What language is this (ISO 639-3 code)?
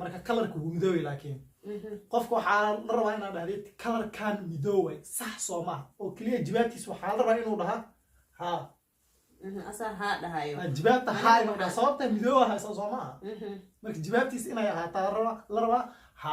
som